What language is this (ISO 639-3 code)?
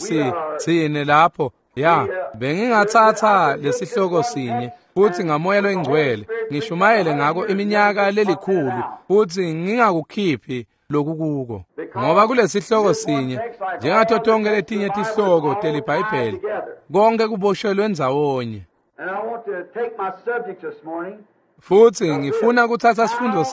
ssw